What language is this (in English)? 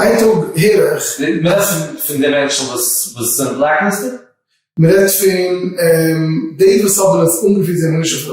Yiddish